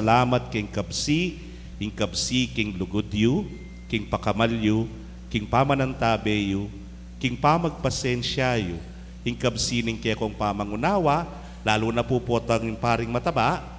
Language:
Pampanga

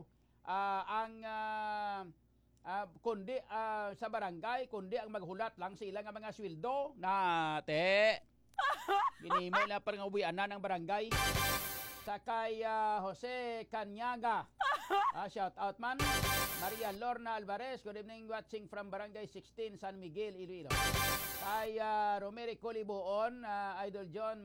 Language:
Hiligaynon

